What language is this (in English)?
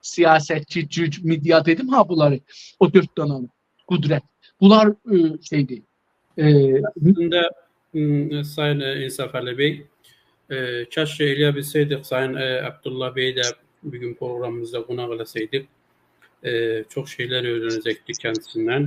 South Azerbaijani